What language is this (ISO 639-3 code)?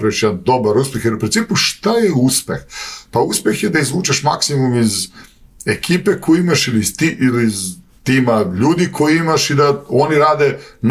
srp